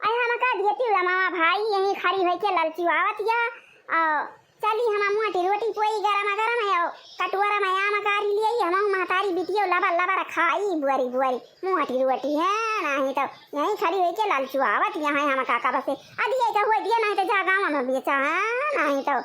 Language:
Awadhi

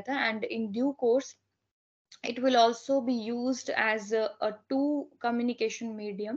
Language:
Hindi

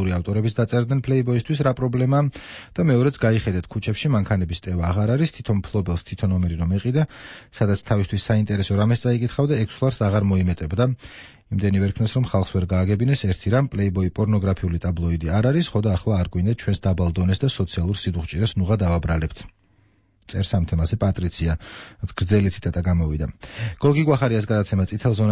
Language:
Georgian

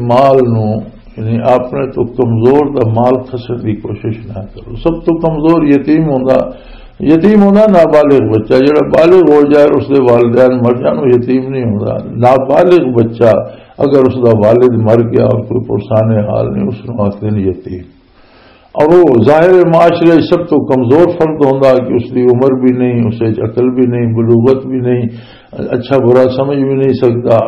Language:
Western Panjabi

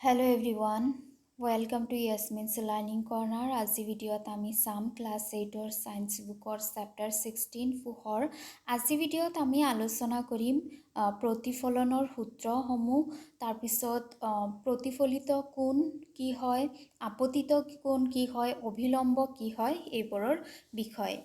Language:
Assamese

